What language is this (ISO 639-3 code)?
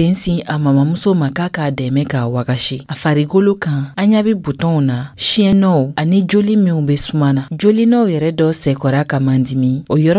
dyu